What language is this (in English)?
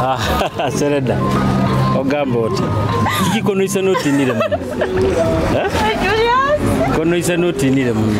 Nyoro